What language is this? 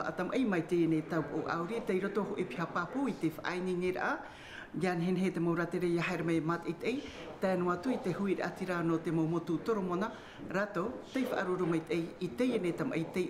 Tahitian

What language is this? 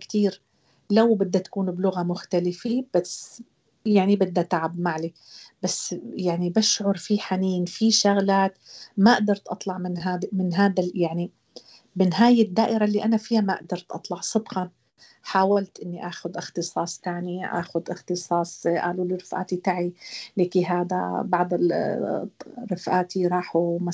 North Levantine Arabic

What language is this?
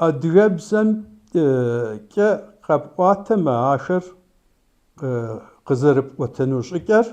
Kabardian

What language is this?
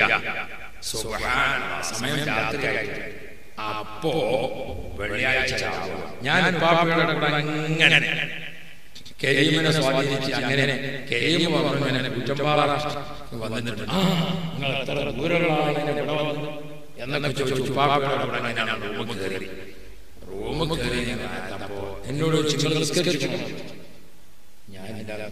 Malayalam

